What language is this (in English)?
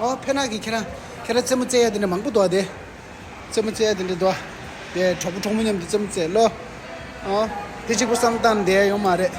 Tibetan